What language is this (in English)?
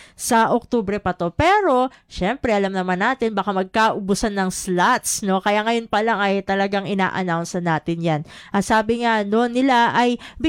Filipino